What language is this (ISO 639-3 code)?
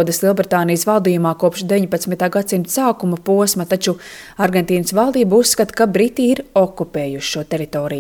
lav